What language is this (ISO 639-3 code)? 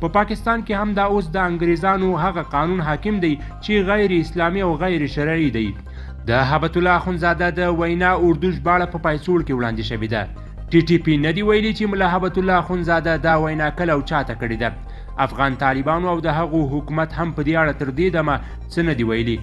pus